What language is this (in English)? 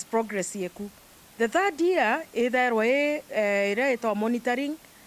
Meru